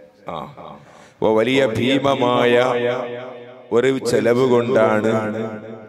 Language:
Malayalam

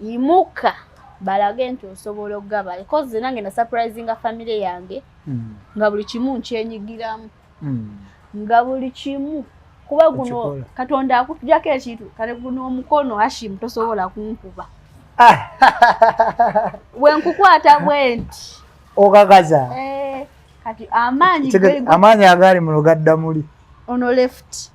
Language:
Ganda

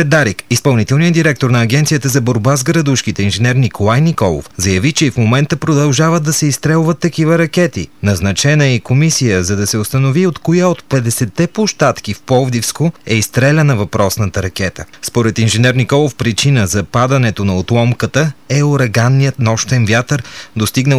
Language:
Bulgarian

